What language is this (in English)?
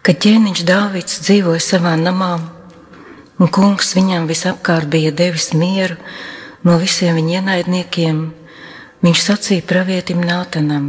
Latvian